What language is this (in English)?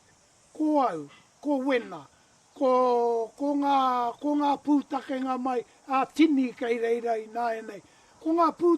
Māori